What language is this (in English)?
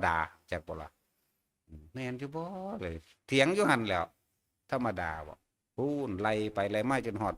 Northeastern Thai